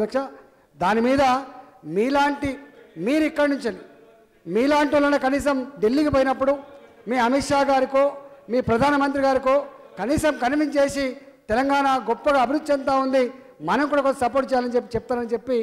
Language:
Telugu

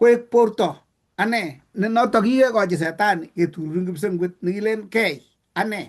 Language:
Kalenjin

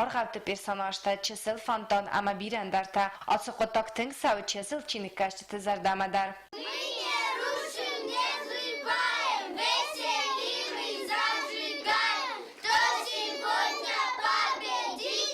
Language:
Ossetic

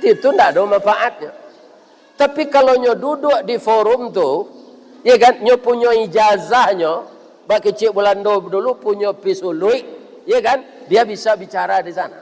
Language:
Minangkabau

